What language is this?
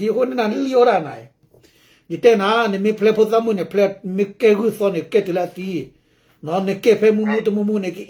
S'gaw Karen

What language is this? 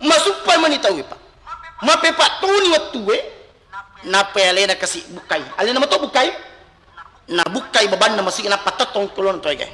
Buginese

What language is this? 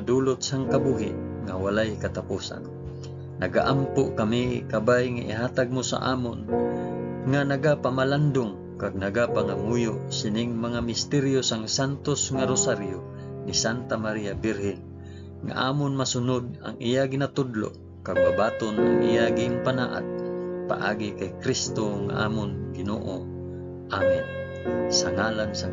Hiligaynon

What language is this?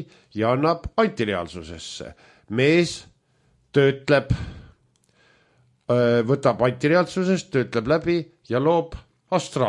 Estonian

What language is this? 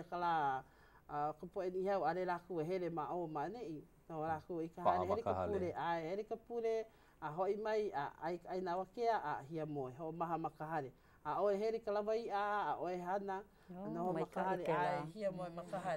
Hawaiian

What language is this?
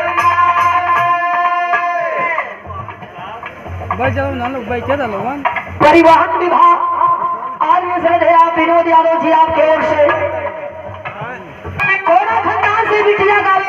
Bhojpuri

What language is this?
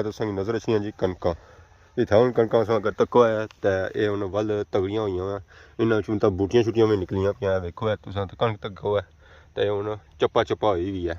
Pahari-Potwari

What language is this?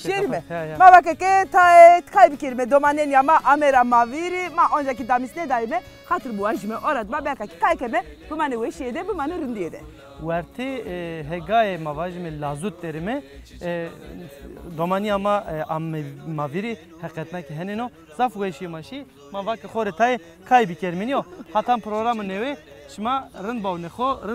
Zaza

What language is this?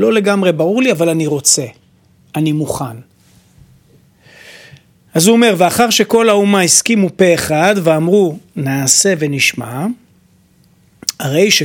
Hebrew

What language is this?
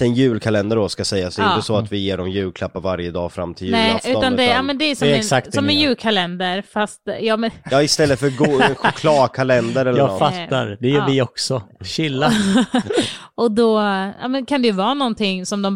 Swedish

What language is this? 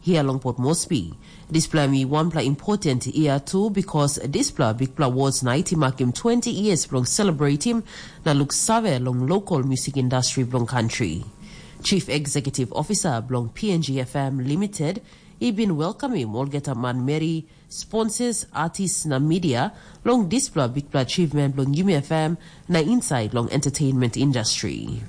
Tok Pisin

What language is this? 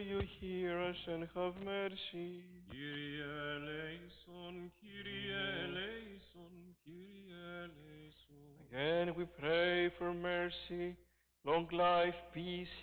English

